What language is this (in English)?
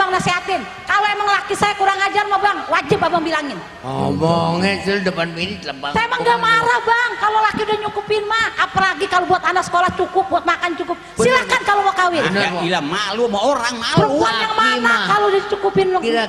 Betawi